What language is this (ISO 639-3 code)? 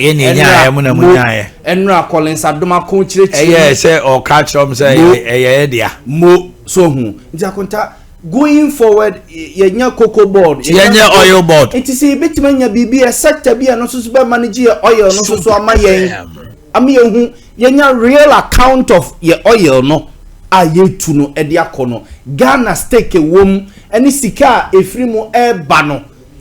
aka